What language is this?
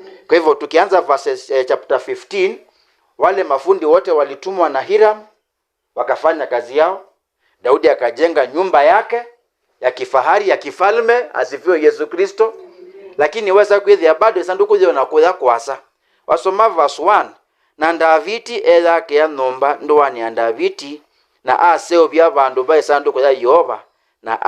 Kamba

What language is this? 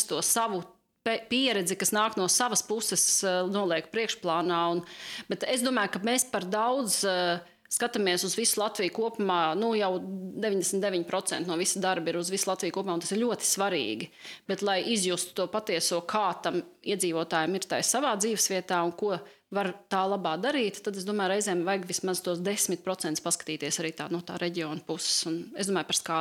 Latvian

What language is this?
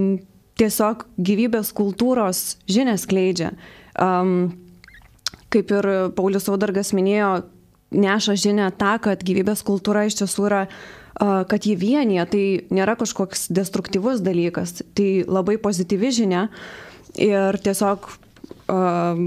Lithuanian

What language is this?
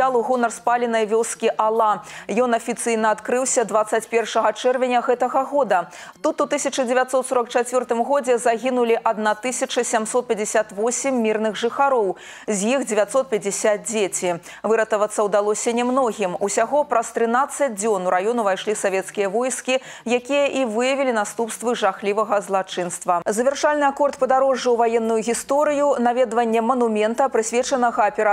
Belarusian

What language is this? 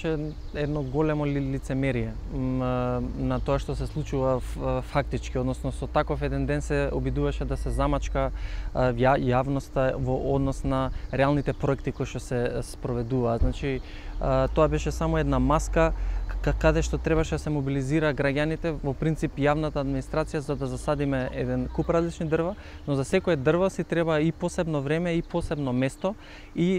Macedonian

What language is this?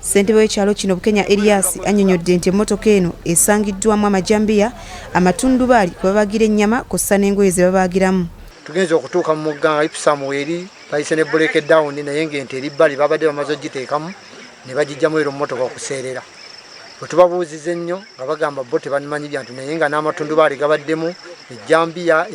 Ganda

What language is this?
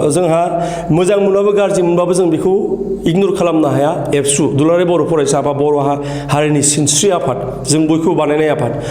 Bodo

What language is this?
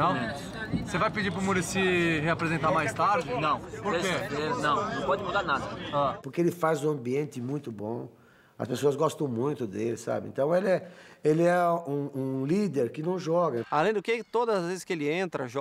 Portuguese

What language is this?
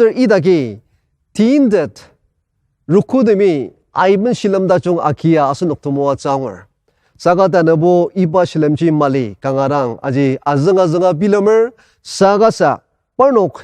Ao Naga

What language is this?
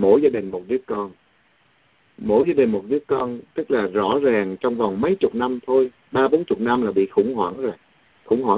Vietnamese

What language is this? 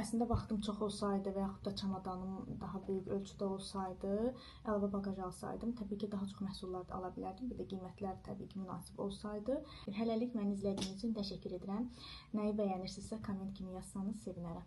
Azerbaijani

